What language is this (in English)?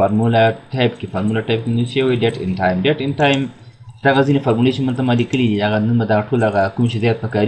Pashto